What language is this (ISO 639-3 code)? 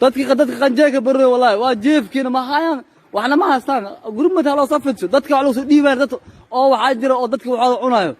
som